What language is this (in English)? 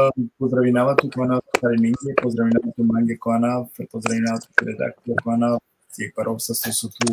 Balkan Romani